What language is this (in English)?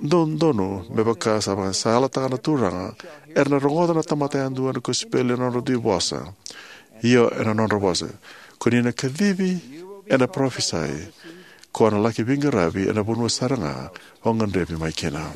Fijian